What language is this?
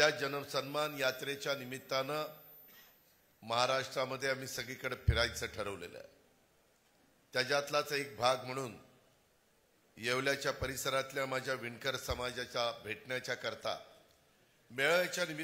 Marathi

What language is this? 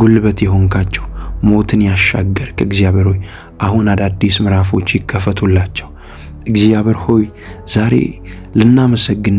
Amharic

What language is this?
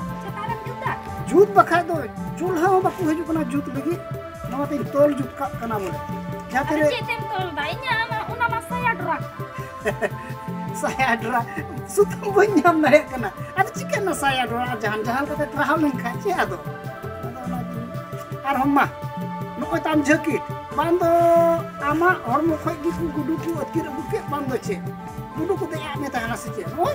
Santali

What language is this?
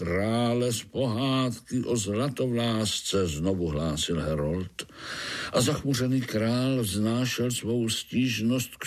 Czech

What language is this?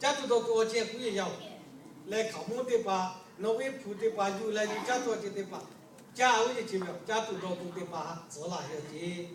Lahu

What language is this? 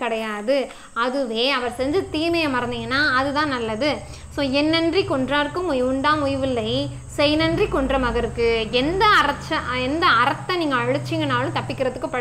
Tamil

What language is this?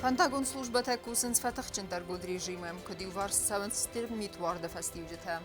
Ossetic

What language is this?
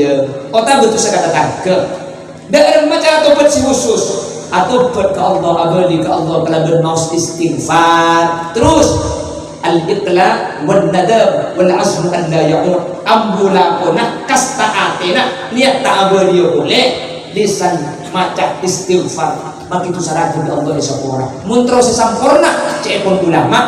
Madurese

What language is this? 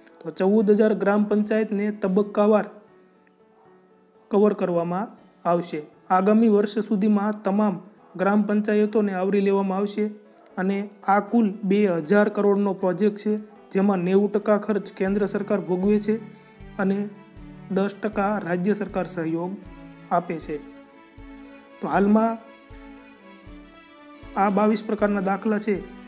Gujarati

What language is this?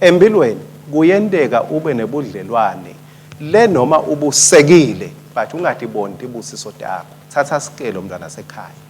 Swati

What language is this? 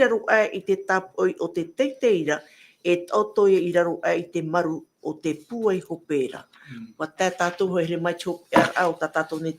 Tahitian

